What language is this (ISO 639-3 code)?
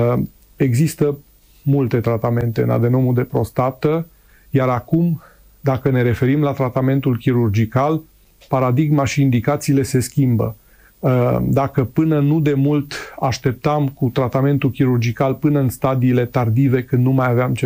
ron